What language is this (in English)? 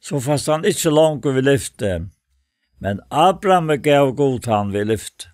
Faroese